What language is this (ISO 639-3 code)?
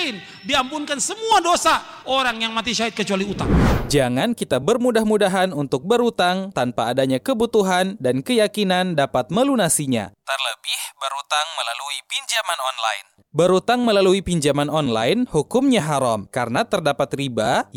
ind